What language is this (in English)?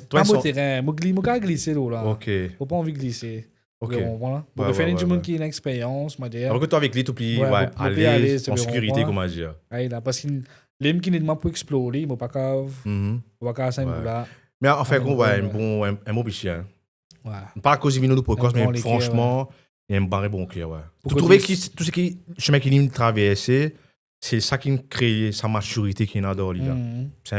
Morisyen